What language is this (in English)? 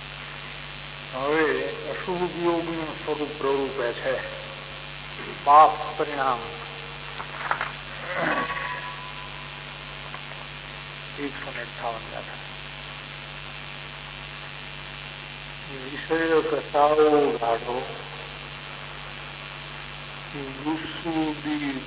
Gujarati